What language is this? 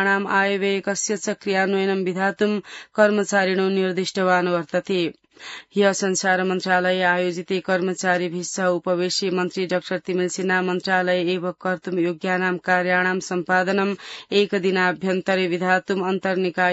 Sanskrit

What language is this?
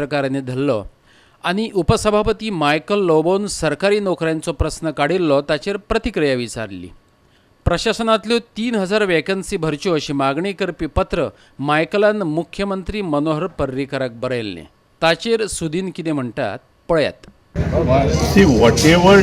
Konkani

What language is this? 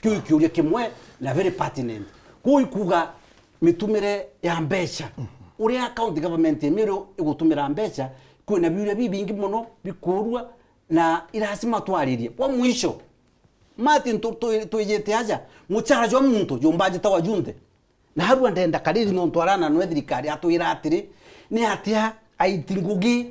Meru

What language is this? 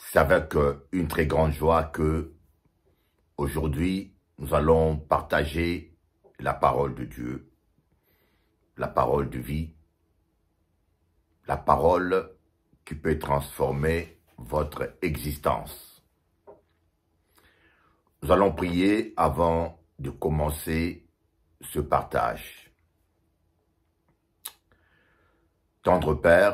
French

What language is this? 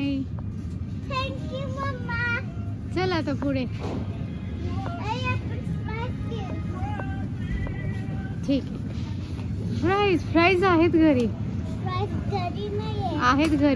Marathi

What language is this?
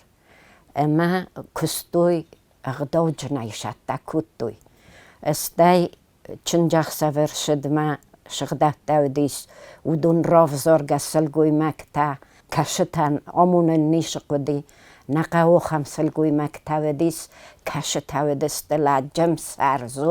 Ossetic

